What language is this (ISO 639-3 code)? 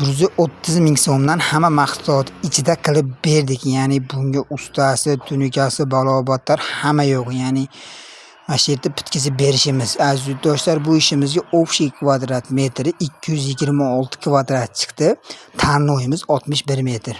uzb